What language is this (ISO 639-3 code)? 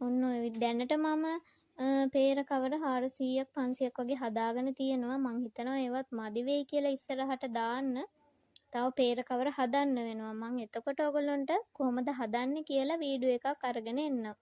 sin